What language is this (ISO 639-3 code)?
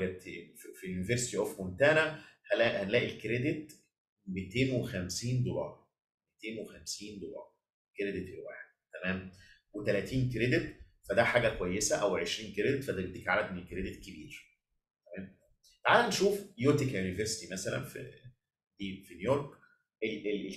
arz